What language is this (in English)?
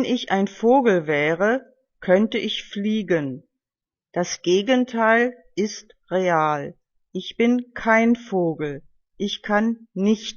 German